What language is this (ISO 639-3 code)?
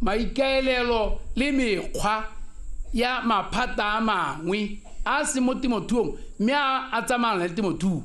tsn